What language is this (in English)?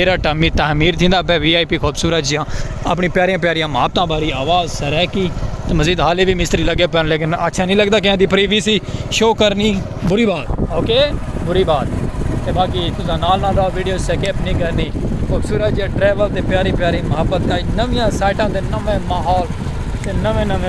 Saraiki